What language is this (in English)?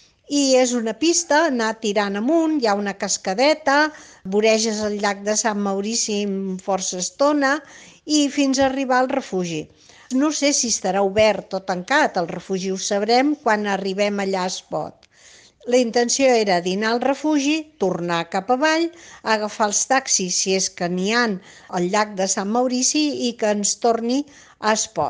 Catalan